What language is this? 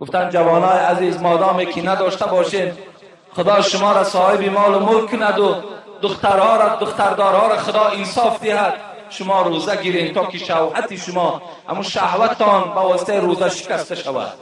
Tajik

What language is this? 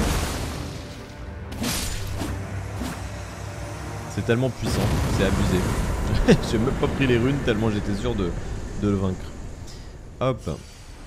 French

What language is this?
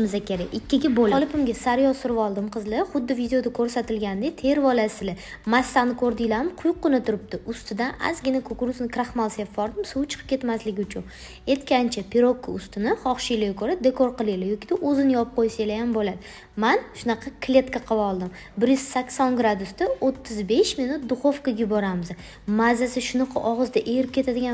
Uzbek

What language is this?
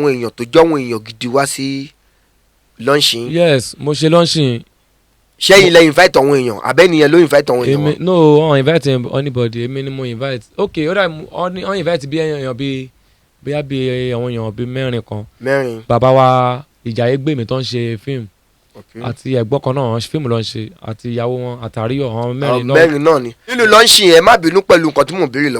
Yoruba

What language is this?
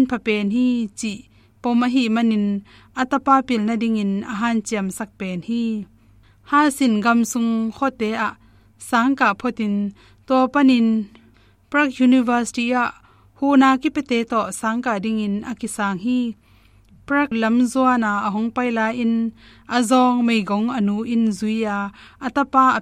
Tedim Chin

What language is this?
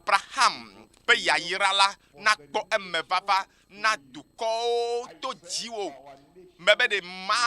Ewe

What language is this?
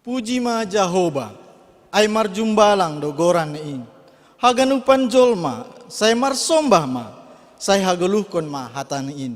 Batak Simalungun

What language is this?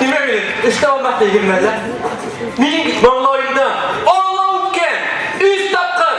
Bashkir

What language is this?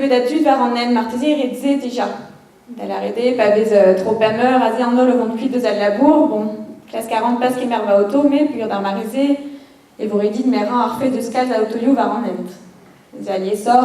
Breton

